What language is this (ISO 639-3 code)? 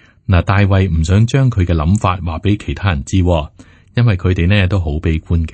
yue